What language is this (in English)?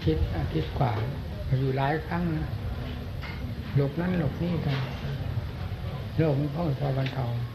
Thai